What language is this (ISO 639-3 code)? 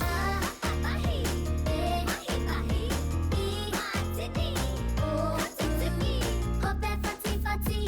mri